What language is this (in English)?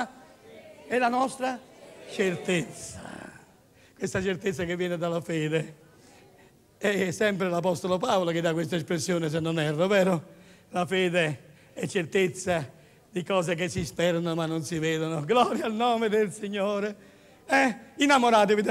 Italian